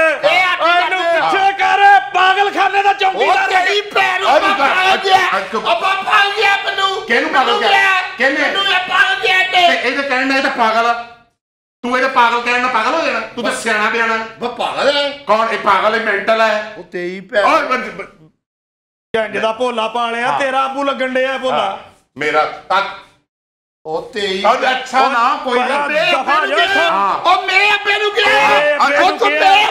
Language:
Punjabi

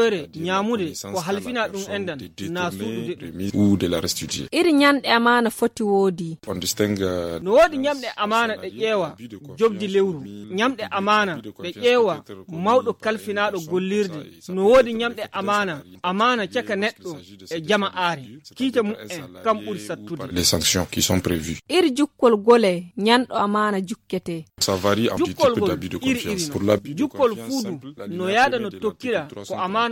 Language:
Nigerian Fulfulde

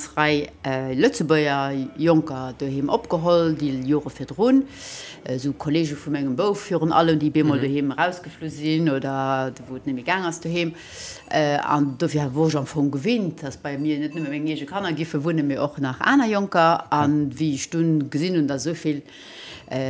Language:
Luxembourgish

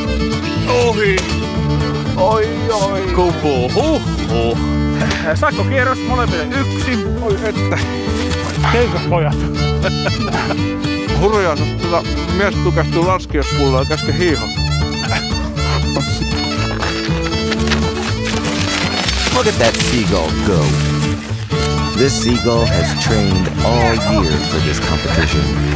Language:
Finnish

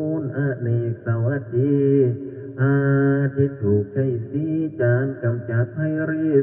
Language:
Northeastern Thai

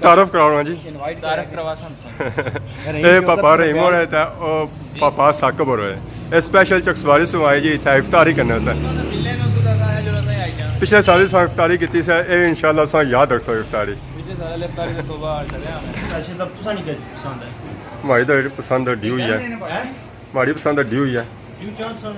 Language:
Pahari-Potwari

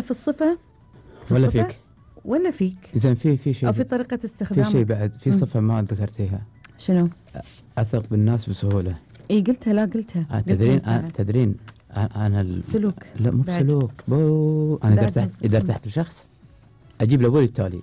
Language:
Gulf Arabic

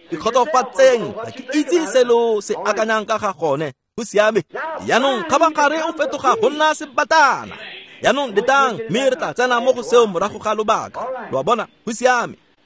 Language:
Tswana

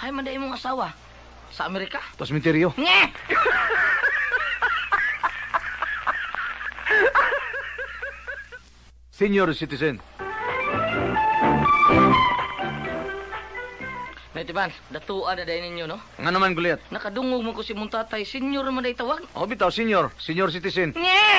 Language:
Filipino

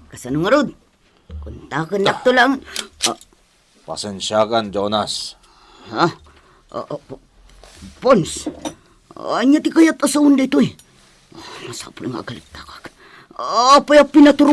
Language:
Iloko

